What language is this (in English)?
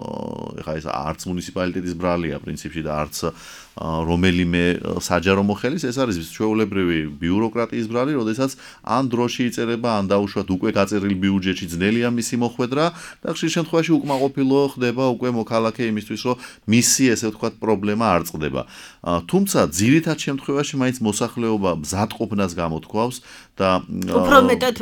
Georgian